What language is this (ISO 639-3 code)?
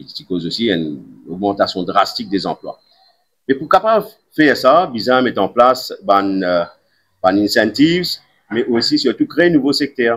mfe